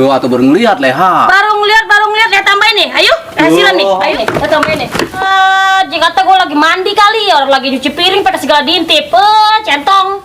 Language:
Betawi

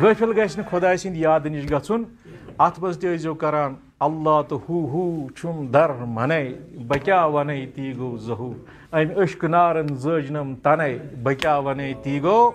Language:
Kashmiri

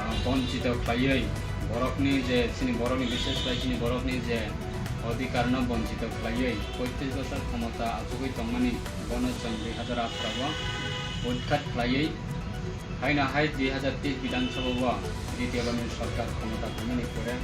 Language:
Riang (India)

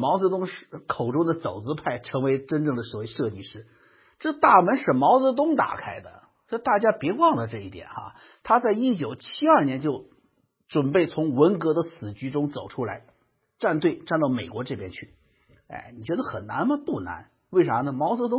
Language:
Chinese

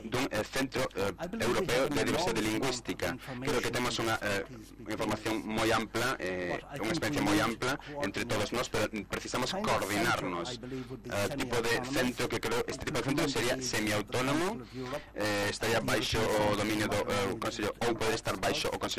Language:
Galician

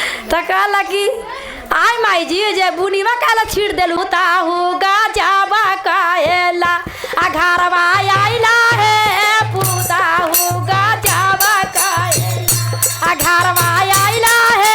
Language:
Magahi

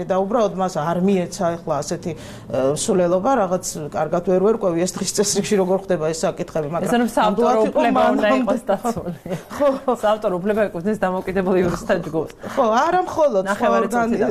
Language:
Georgian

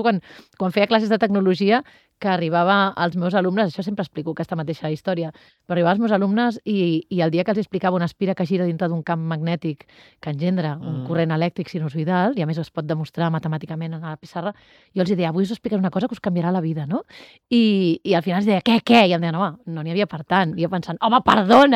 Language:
Catalan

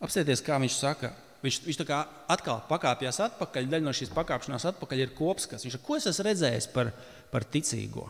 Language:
Latvian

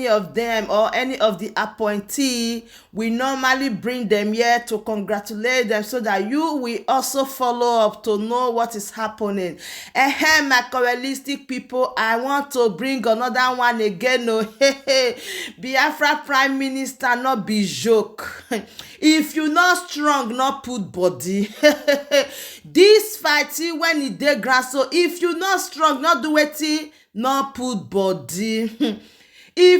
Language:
Nigerian Pidgin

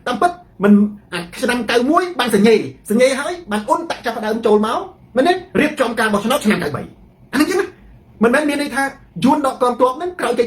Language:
Khmer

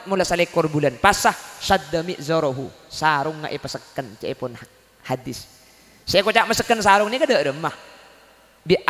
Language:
Madurese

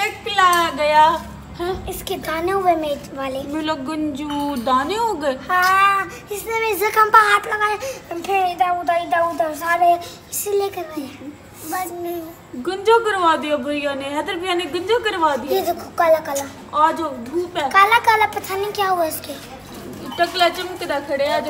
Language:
Saraiki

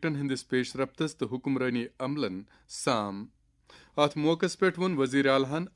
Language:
Kashmiri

